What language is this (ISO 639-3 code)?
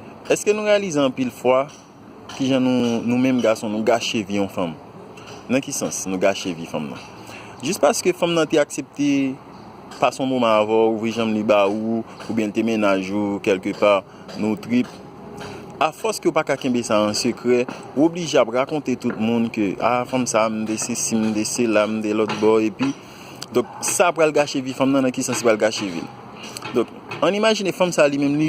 hat